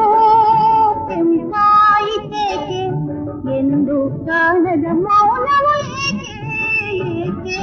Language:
Kannada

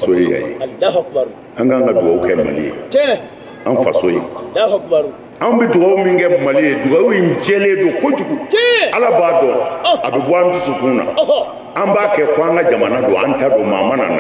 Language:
Bambara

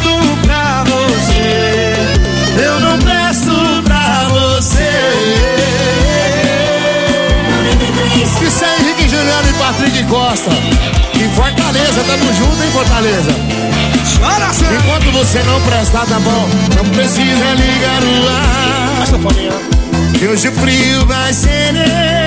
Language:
Portuguese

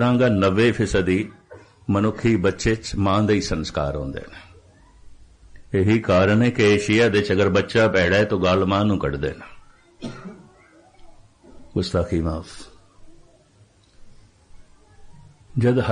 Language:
Punjabi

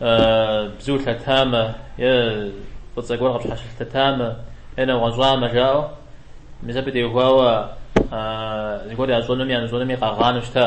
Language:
Kabardian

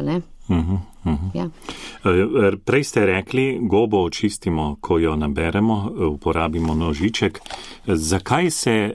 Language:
Slovenian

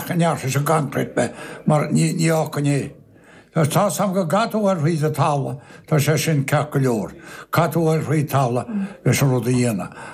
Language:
Irish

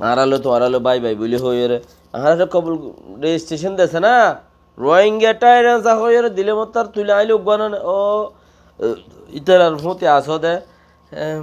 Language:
Rohingya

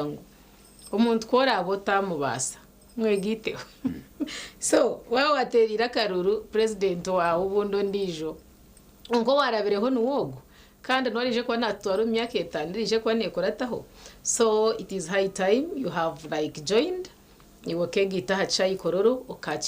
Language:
Nyankole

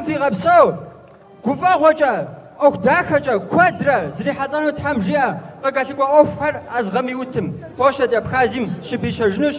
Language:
Kabardian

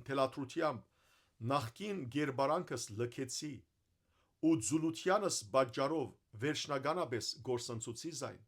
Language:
Western Armenian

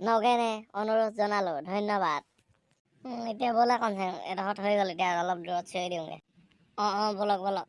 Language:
Assamese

